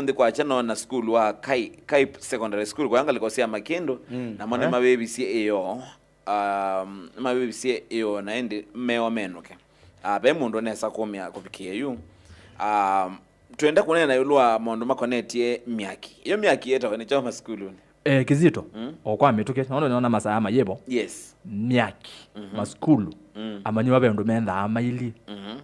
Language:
Kamba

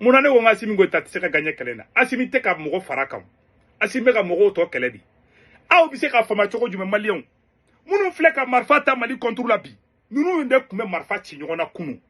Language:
Bambara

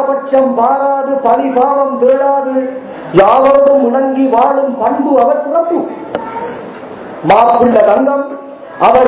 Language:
Tamil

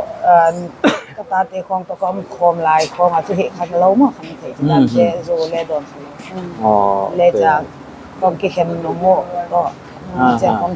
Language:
Paite Chin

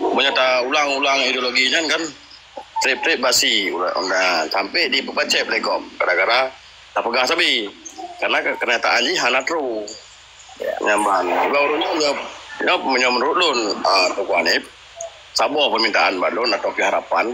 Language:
Achinese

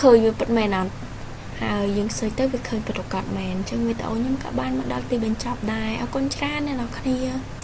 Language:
Khmer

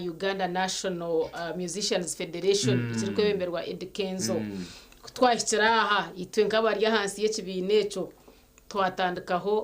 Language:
Nyankole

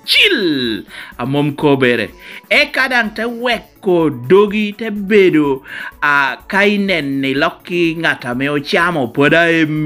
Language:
Lango (Uganda)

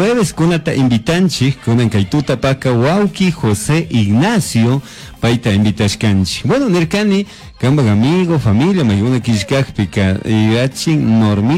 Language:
Chimborazo Highland Quichua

